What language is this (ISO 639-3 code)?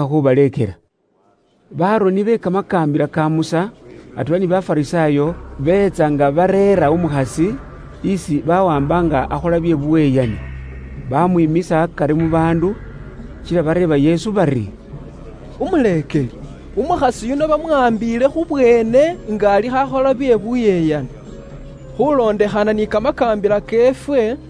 luy